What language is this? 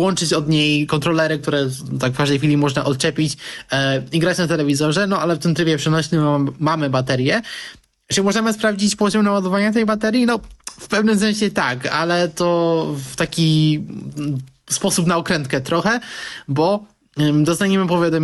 Polish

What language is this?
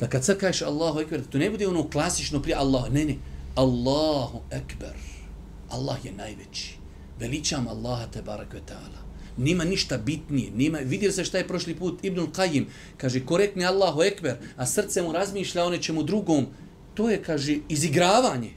Bosnian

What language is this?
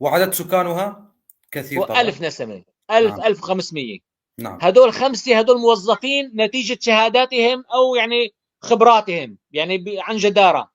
North Levantine Arabic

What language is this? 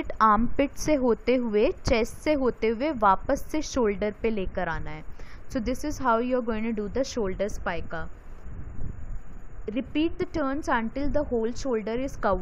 Hindi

